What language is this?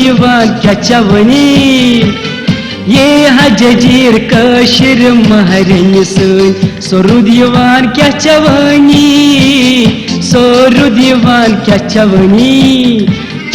Kashmiri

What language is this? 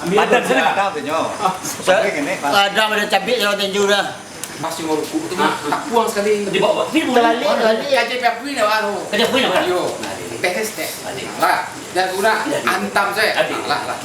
Minangkabau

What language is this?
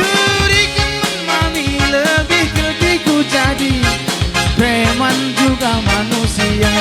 Batak Karo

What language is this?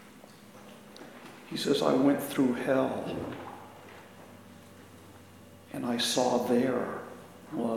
English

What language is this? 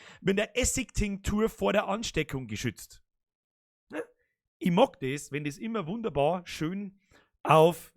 Bavarian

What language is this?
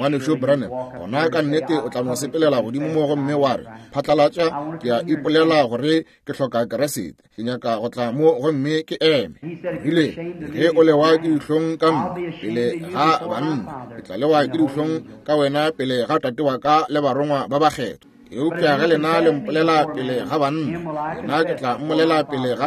Northern Sotho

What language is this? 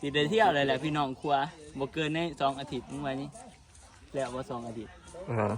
Northeastern Thai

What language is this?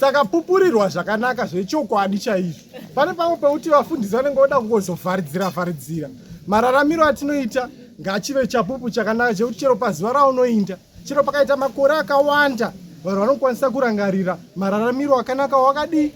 Shona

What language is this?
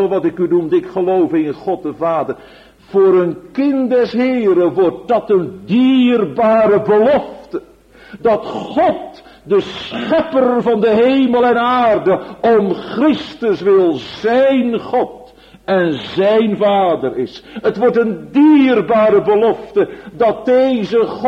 Dutch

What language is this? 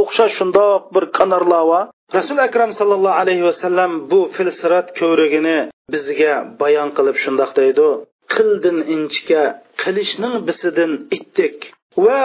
Uyghur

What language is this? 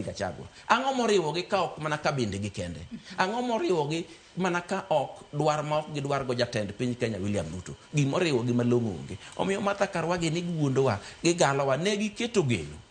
Luo (Kenya and Tanzania)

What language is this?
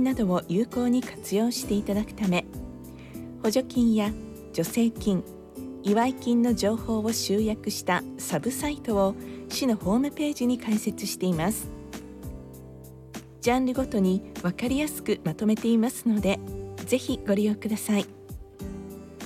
Japanese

